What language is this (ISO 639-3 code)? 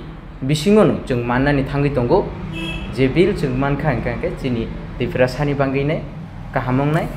trp